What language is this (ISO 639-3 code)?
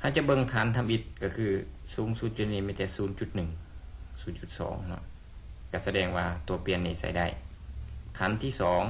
lao